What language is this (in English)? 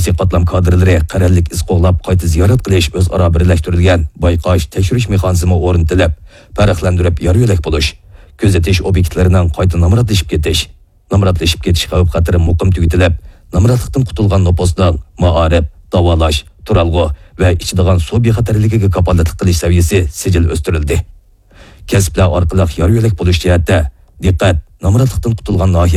Uyghur